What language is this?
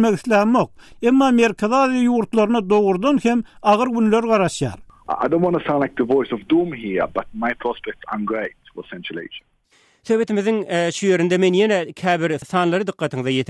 Turkmen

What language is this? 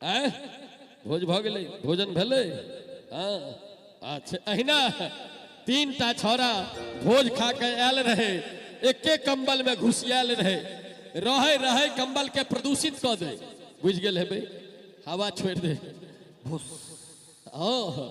Maithili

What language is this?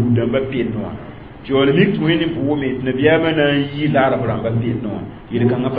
Mossi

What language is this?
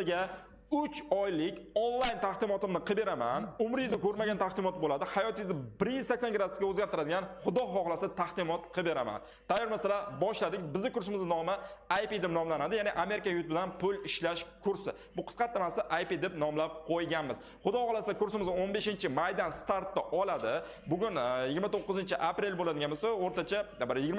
Uzbek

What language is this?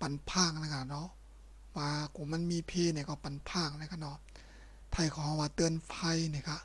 Shan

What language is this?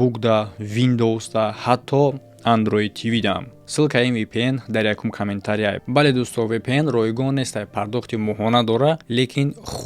Tajik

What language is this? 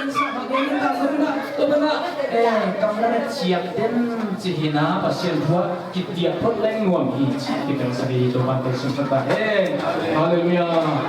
Tedim Chin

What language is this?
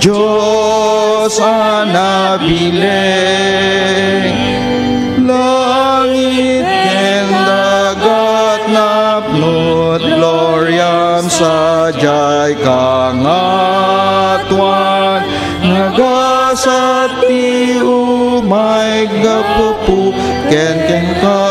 Iloko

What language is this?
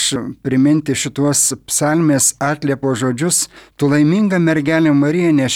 Lithuanian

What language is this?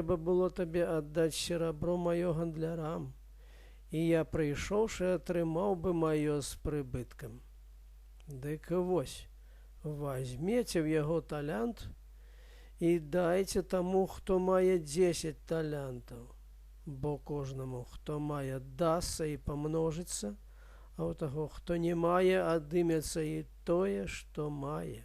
Belarusian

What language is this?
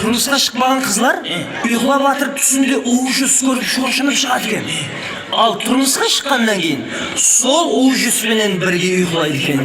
Kara-Kalpak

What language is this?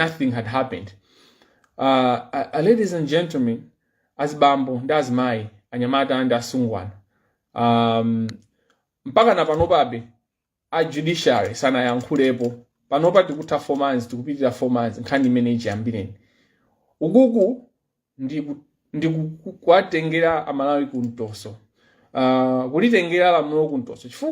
Nyanja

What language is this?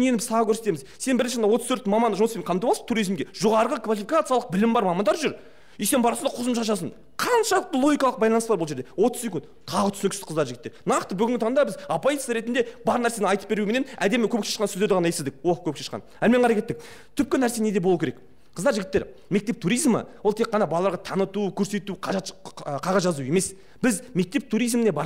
Kazakh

